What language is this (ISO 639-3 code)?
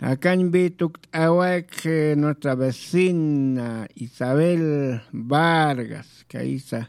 aym